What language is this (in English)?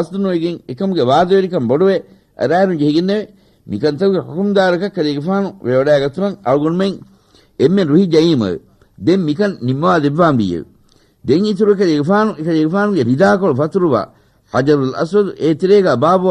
Divehi